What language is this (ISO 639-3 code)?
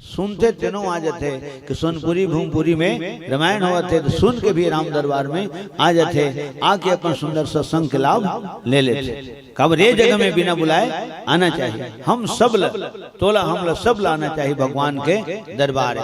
hne